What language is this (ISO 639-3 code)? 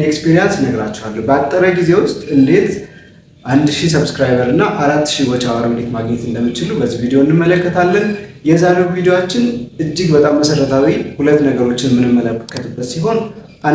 amh